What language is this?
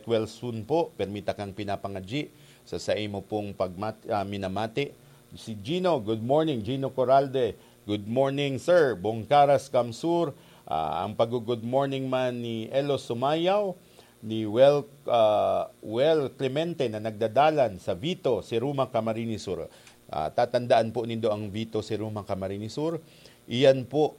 Bikol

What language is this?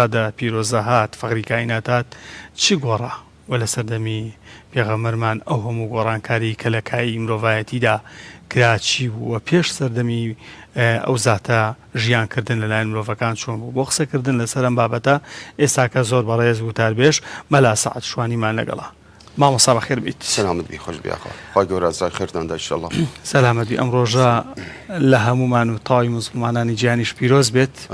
Central Kurdish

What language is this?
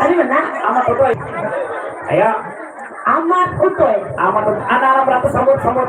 Banjar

